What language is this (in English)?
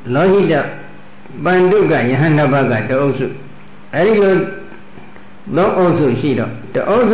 Burmese